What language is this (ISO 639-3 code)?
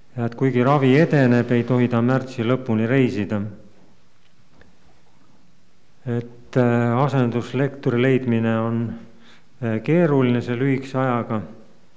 est